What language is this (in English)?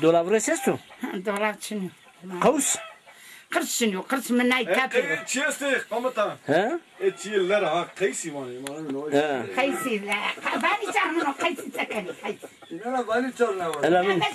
Zaza